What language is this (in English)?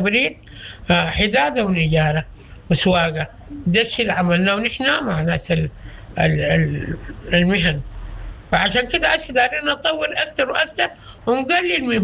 Sudanese Arabic